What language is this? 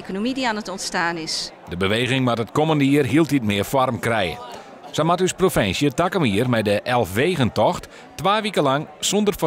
Western Frisian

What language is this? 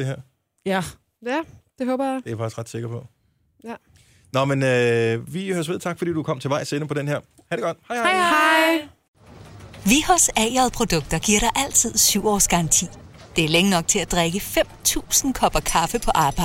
Danish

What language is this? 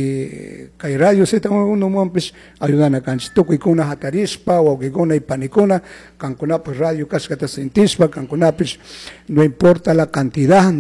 Chimborazo Highland Quichua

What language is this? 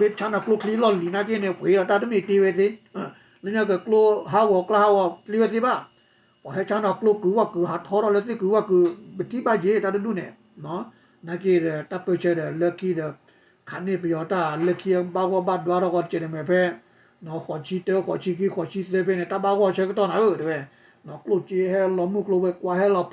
S'gaw Karen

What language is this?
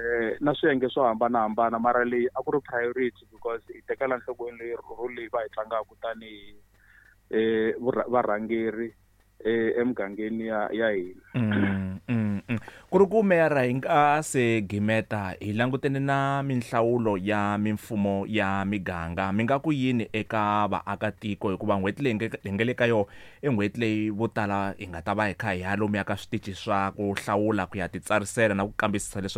Tsonga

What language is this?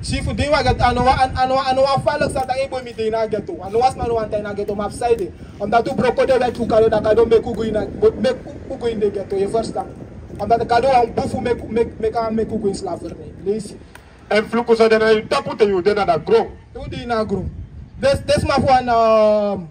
Sranan Tongo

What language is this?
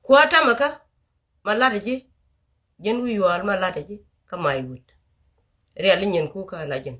Nuer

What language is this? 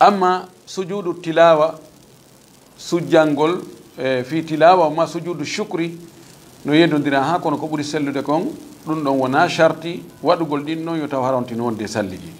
Fula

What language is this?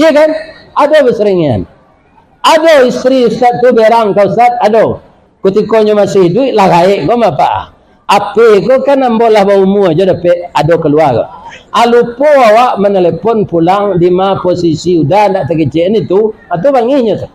Minangkabau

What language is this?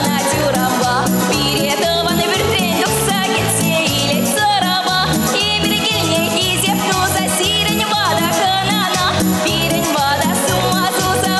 Chuvash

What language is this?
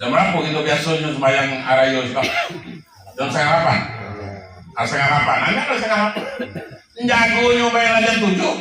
Minangkabau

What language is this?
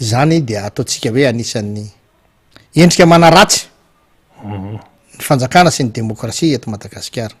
Malagasy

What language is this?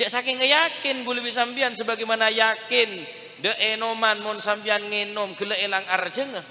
Madurese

